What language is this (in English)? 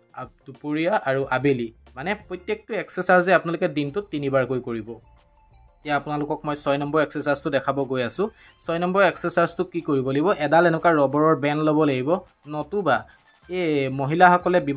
Assamese